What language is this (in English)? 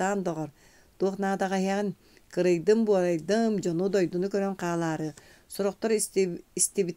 Yakut